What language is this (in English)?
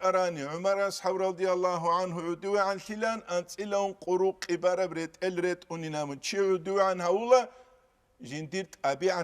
Avaric